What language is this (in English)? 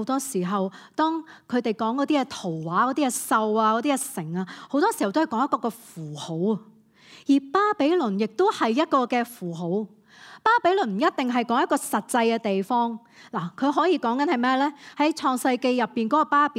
Cantonese